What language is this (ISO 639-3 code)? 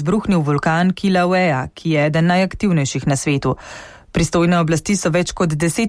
slv